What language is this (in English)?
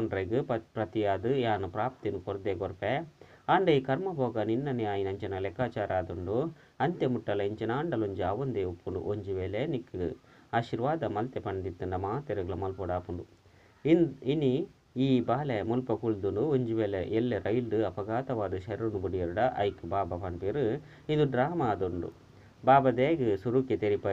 Tulu